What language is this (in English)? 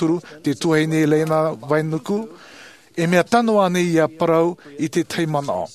Tahitian